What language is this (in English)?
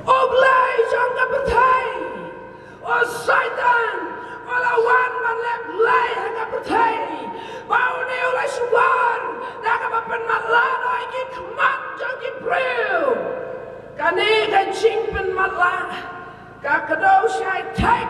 Khasi